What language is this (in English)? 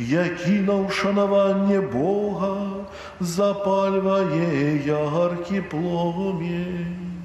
Belarusian